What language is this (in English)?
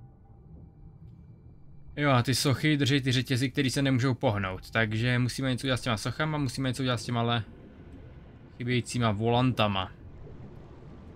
Czech